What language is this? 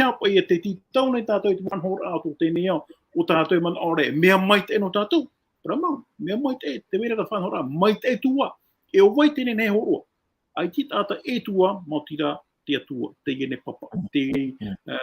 Tahitian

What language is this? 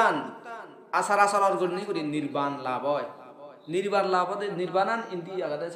Assamese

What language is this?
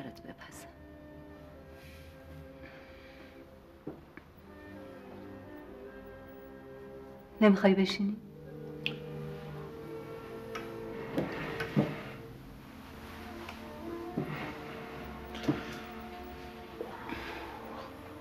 Persian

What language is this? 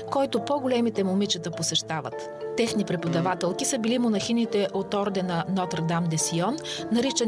Bulgarian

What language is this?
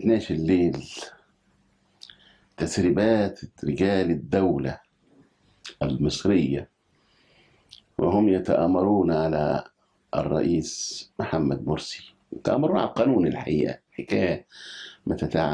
Egyptian Arabic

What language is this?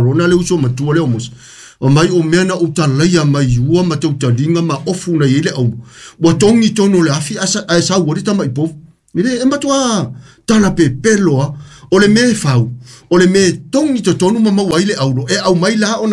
Samoan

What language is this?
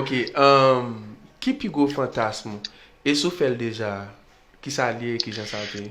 Haitian Creole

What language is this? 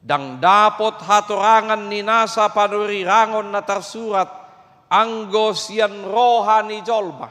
Batak Toba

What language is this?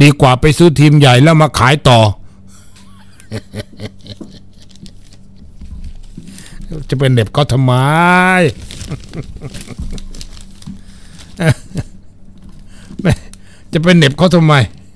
Thai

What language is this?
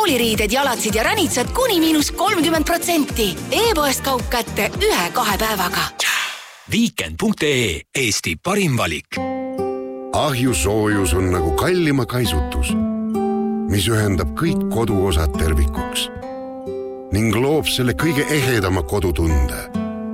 Estonian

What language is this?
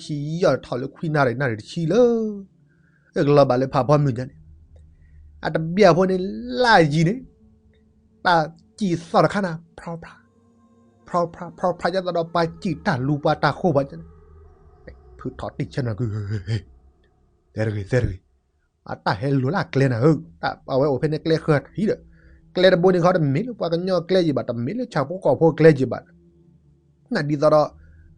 S'gaw Karen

